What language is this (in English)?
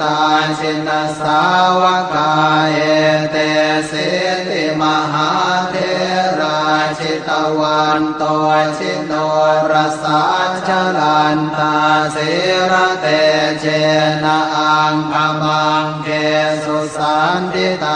Pali